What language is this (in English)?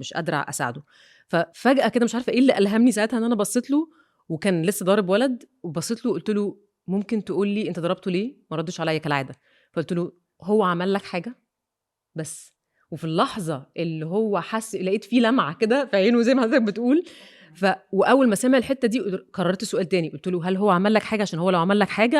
Egyptian Arabic